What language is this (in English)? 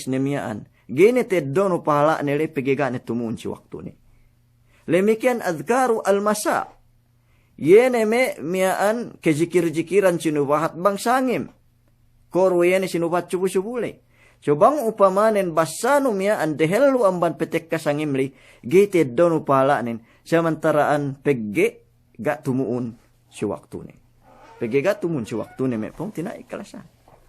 Yakan